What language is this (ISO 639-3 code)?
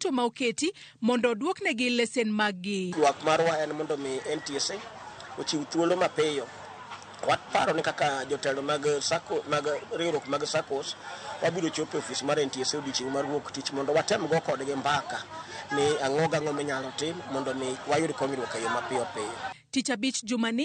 luo